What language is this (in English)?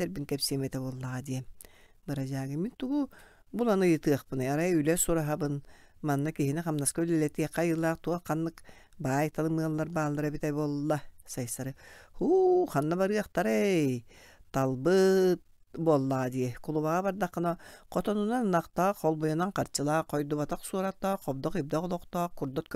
Yakut